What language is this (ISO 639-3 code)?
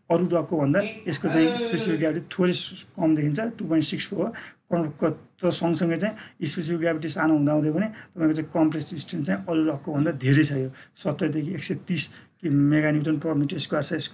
nep